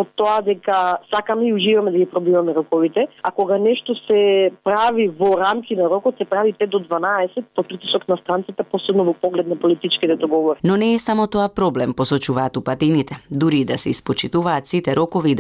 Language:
Macedonian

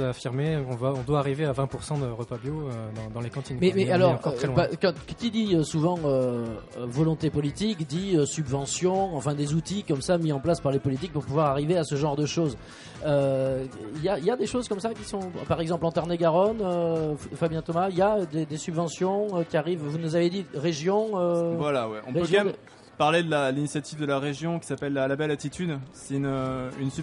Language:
French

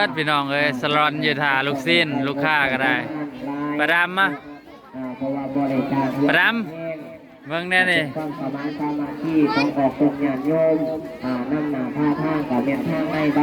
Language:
Northeastern Thai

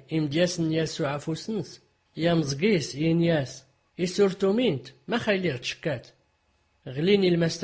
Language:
Tachelhit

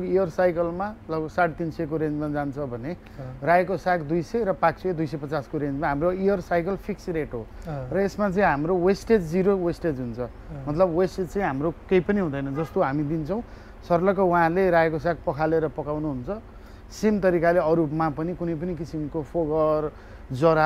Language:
Nepali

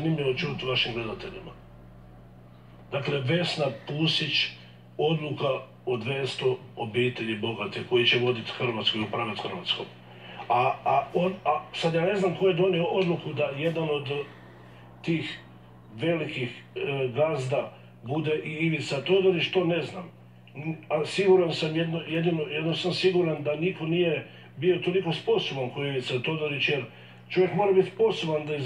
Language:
Croatian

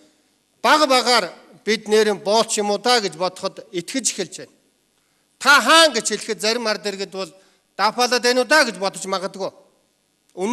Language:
Mongolian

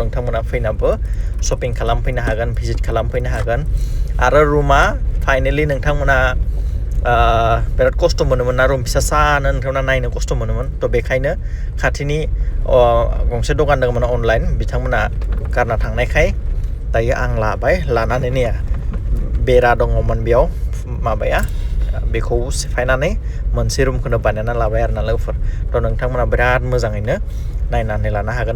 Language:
Bodo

